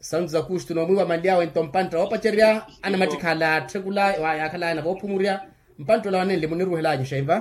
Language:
Makhuwa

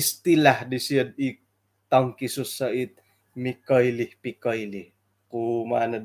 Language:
Central Dusun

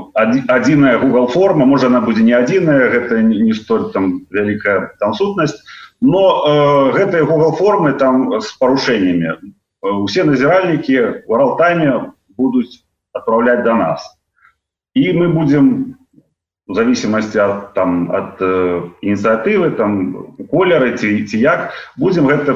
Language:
Belarusian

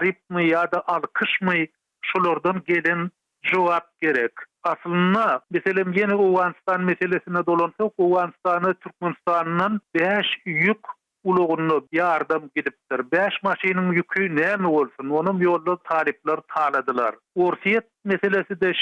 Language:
Turkmen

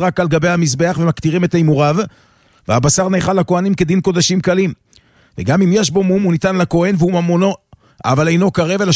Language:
Hebrew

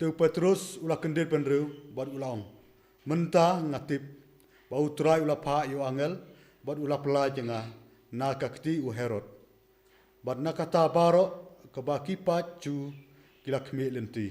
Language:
Khasi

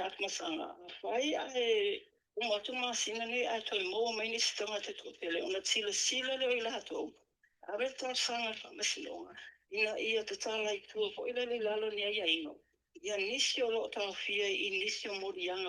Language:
Samoan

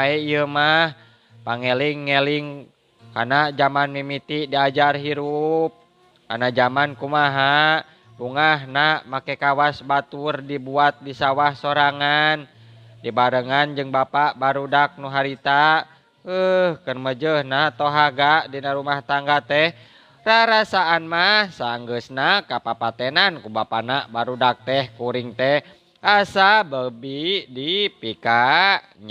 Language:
Sundanese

